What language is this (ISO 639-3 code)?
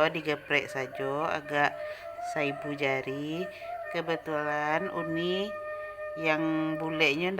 min